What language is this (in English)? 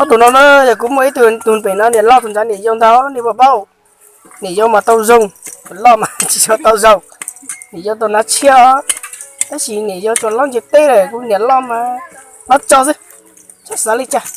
Hmong